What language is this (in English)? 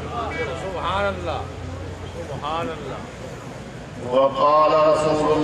Urdu